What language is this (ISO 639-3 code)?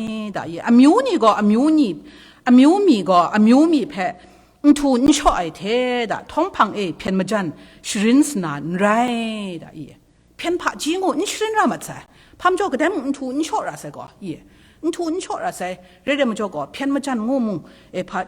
kac